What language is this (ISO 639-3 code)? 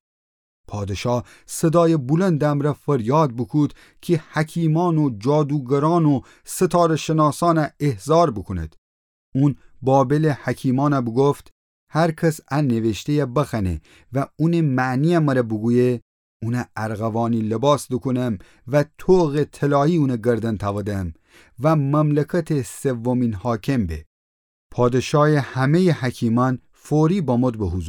glk